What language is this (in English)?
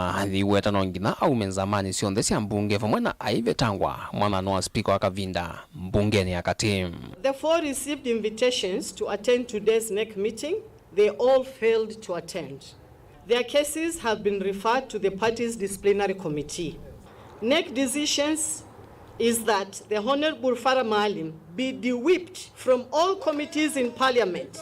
Kamba